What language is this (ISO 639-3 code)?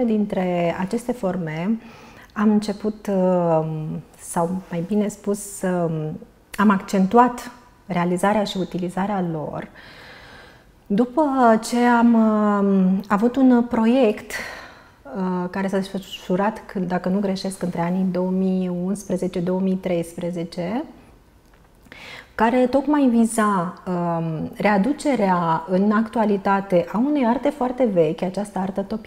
ron